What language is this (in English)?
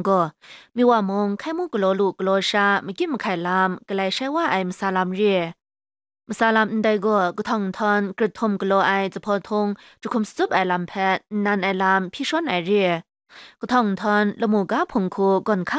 Kachin